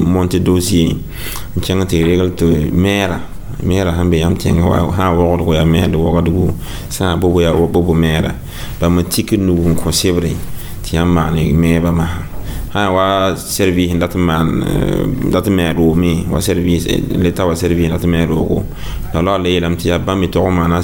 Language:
Mossi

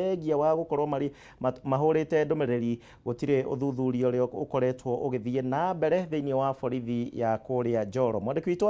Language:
Kikuyu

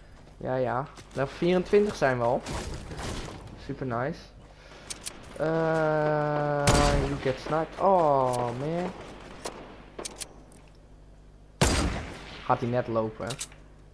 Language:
Dutch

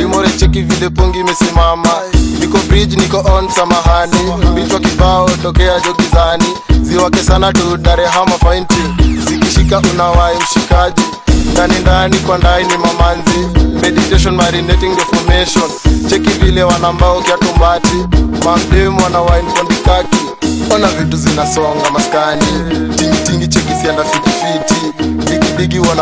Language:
Swahili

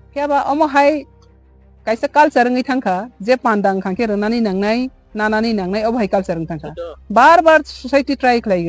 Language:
Kok Borok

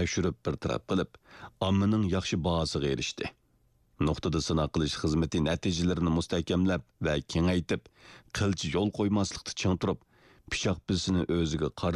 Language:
Uyghur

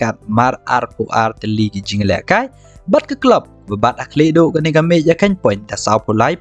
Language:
Khasi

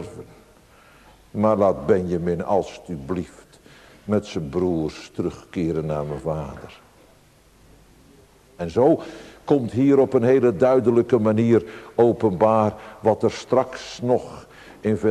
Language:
Dutch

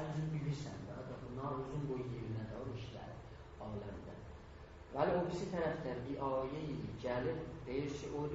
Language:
South Azerbaijani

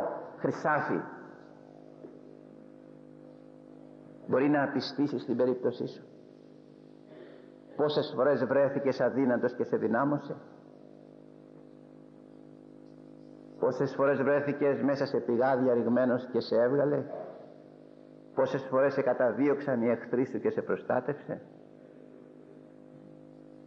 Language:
Greek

